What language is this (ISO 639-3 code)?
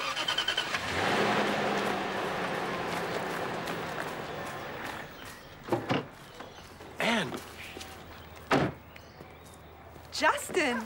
deu